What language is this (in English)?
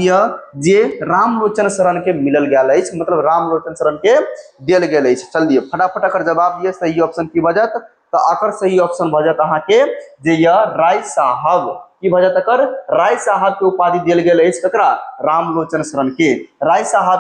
Maithili